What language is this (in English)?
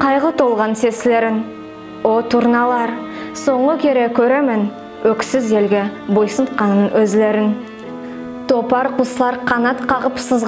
Nogai